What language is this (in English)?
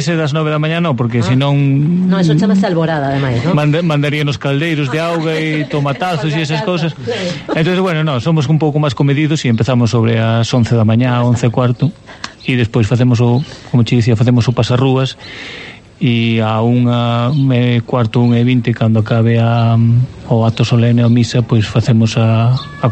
Galician